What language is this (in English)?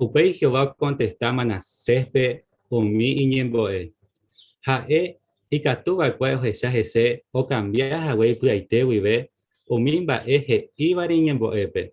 Guarani